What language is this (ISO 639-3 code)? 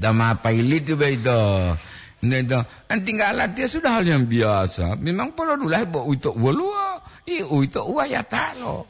gor